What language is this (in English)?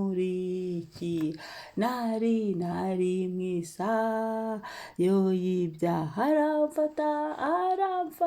Kinyarwanda